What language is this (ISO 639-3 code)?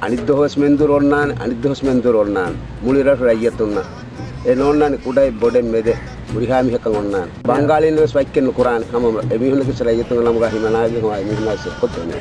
div